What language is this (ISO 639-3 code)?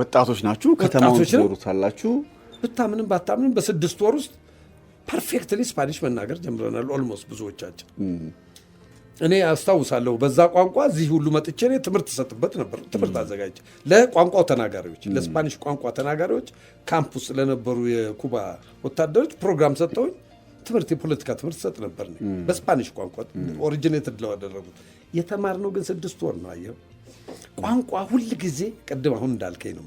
amh